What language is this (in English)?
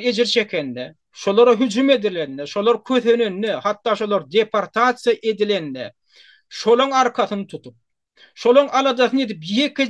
Turkmen